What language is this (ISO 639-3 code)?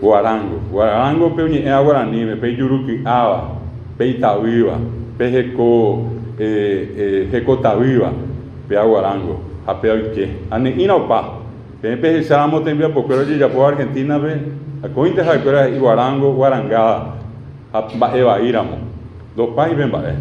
grn